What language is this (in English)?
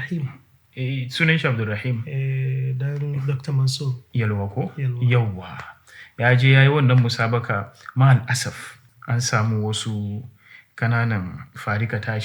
Hausa